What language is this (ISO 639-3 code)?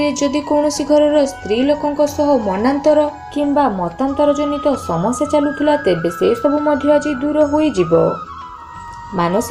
ori